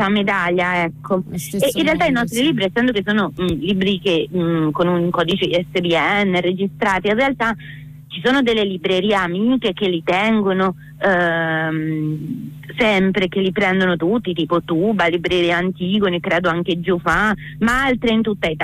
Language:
Italian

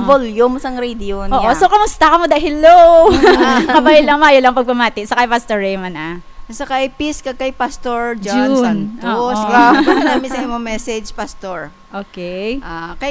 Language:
Hiligaynon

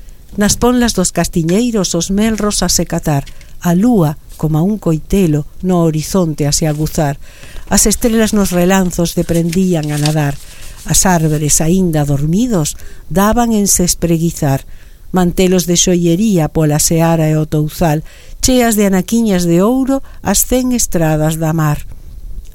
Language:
Galician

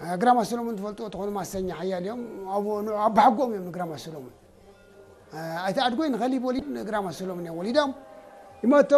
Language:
Tigrinya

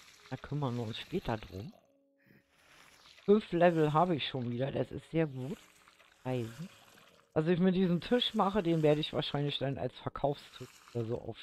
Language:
German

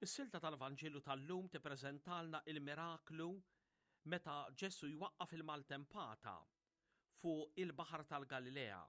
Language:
Maltese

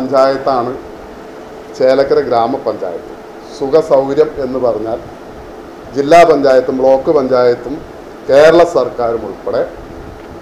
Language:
Malayalam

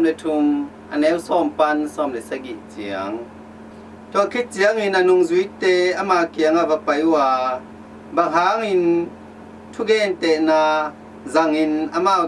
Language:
Tedim Chin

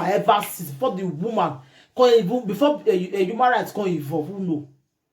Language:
Nigerian Pidgin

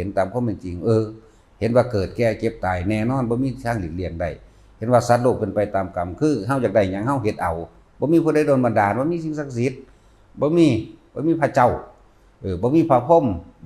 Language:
Northeastern Thai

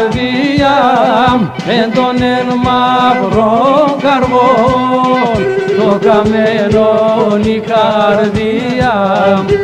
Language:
Greek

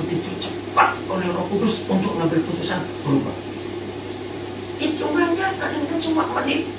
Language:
Indonesian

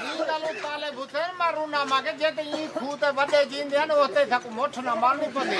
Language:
Saraiki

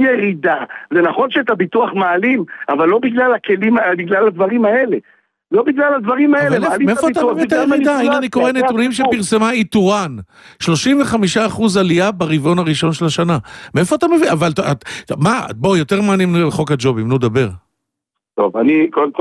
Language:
Hebrew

